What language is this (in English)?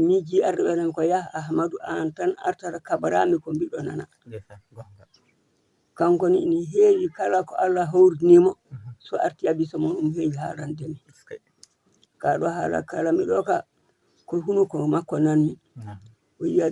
Fula